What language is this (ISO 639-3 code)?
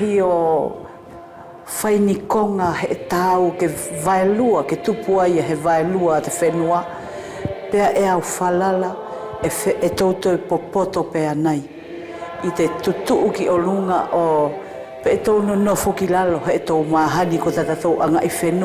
wls